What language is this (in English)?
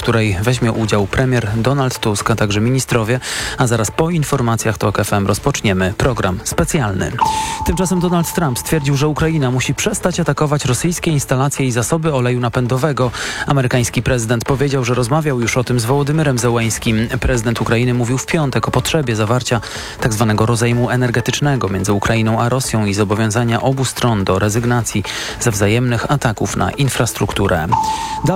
Polish